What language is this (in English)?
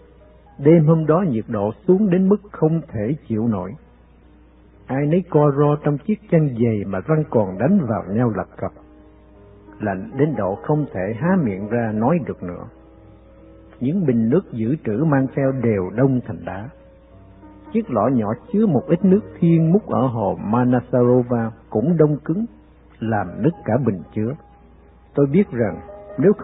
Vietnamese